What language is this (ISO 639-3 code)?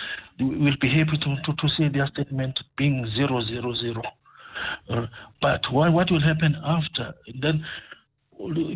eng